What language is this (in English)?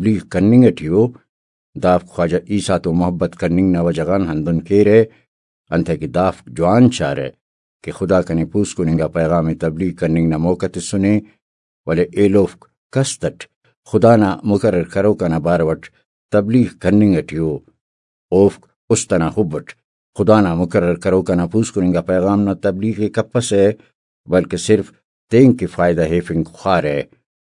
Brahui